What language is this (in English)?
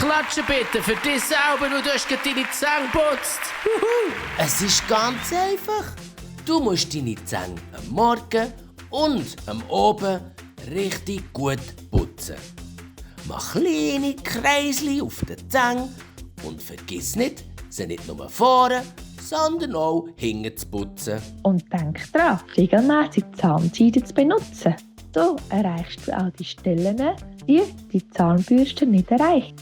Swiss German